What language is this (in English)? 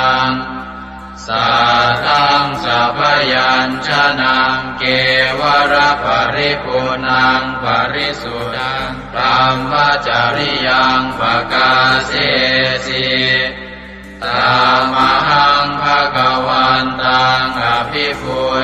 Pali